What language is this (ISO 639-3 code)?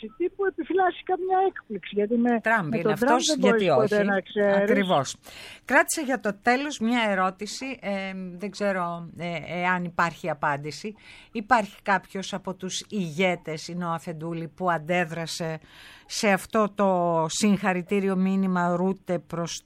ell